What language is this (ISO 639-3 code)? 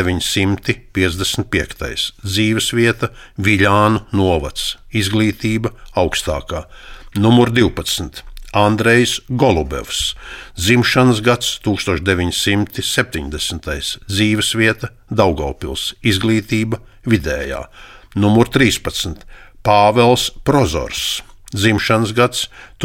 lav